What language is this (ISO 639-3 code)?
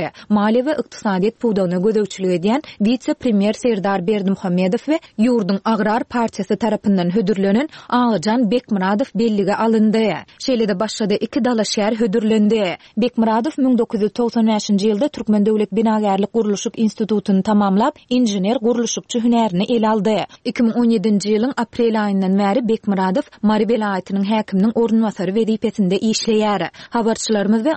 tuk